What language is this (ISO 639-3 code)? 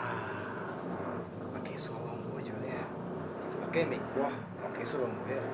min